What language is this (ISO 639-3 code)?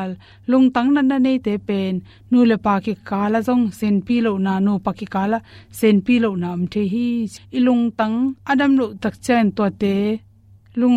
ctd